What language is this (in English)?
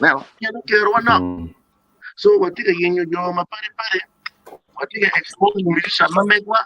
Acoli